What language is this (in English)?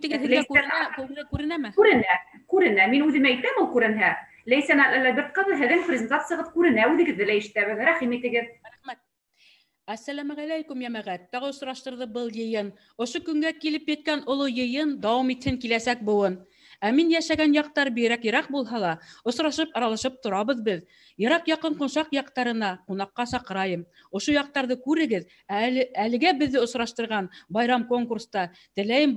Bashkir